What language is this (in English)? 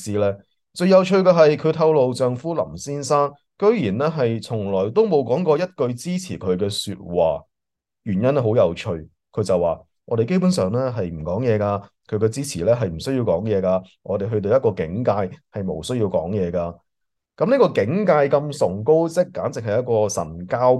Cantonese